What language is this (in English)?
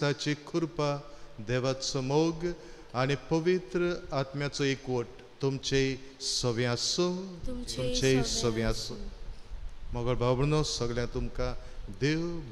Konkani